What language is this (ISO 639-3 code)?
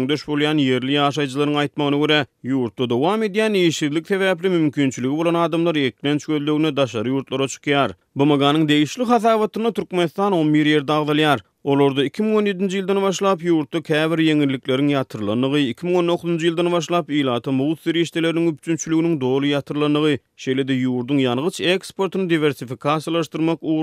tuk